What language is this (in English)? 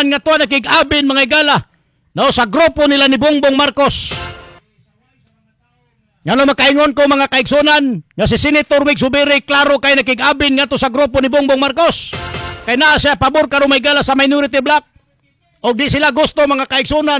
Cebuano